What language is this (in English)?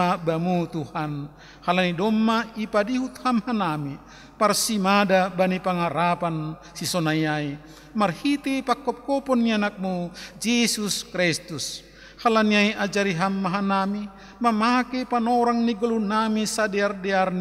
Batak Simalungun